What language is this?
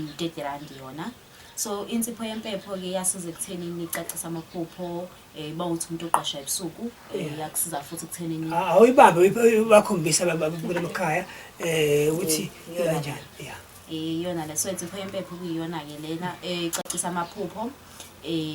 Zulu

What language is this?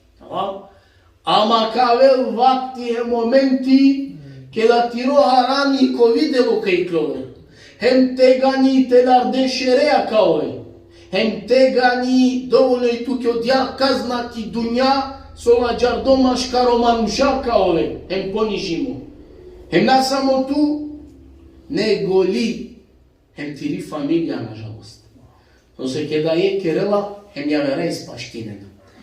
Balkan Romani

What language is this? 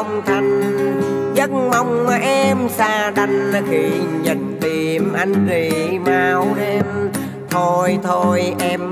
Vietnamese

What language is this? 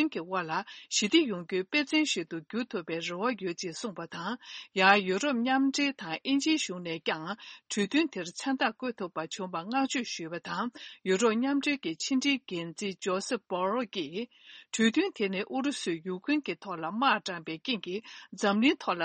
Tibetan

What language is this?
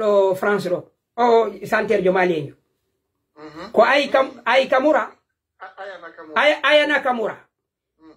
Fula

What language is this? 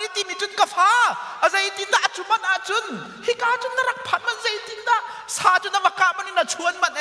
Hakha Chin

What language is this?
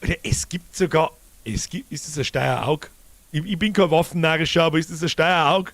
Bavarian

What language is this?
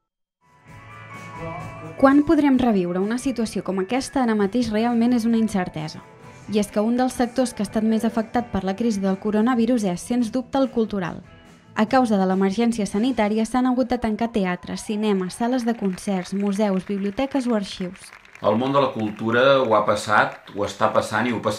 Catalan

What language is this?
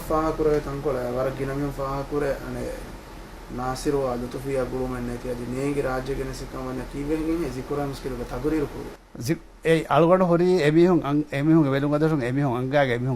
Divehi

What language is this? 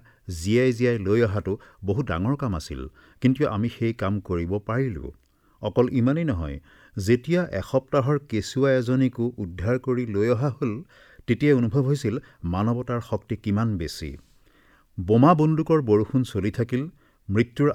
Assamese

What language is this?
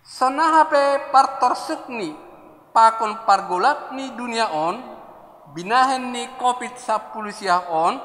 Batak Simalungun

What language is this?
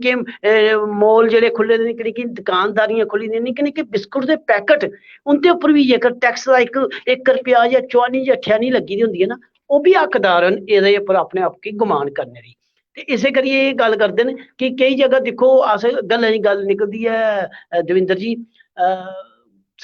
Dogri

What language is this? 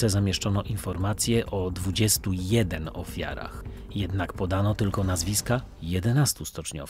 Polish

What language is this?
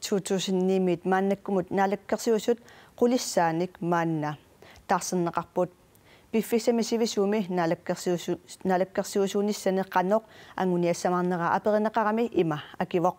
Kalaallisut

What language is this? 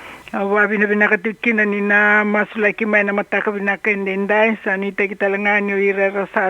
Fijian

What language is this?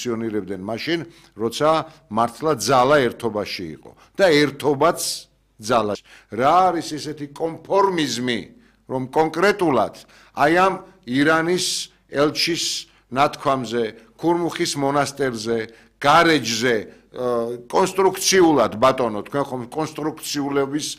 Georgian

